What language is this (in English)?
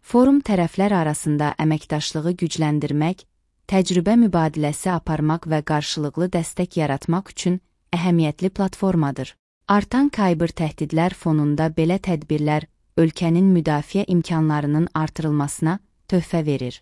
Azerbaijani